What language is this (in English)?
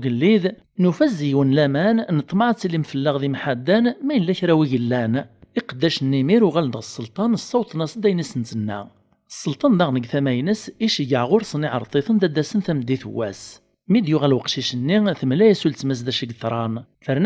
Kabyle